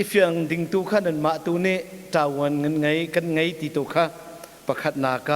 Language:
Hakha Chin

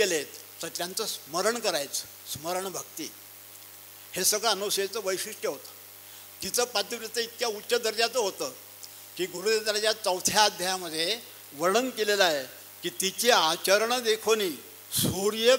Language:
Marathi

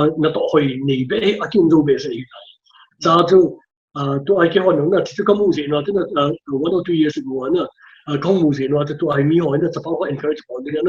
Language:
Paite Chin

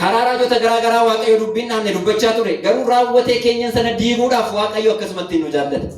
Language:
Oromo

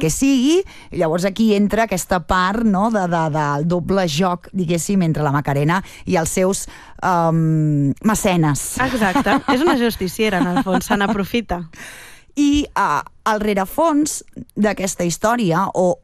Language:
Catalan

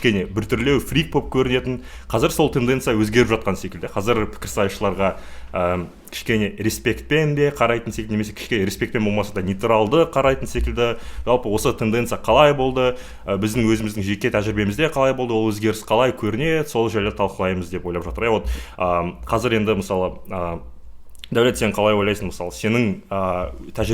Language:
Kazakh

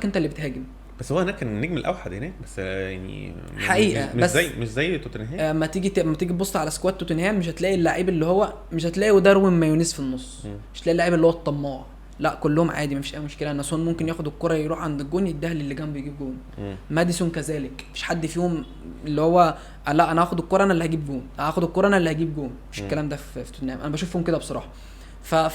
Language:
Egyptian Arabic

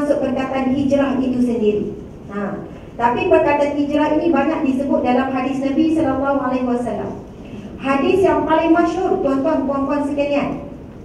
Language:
Malay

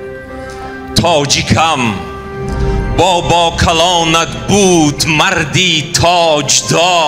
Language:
Persian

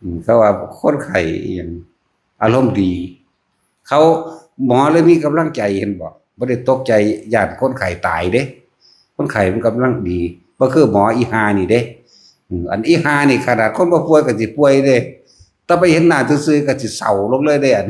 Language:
Northeastern Thai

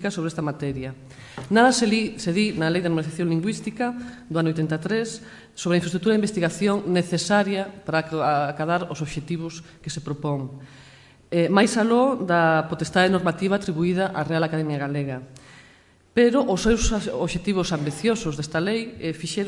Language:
Galician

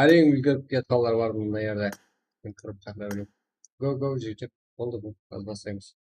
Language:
Kara-Kalpak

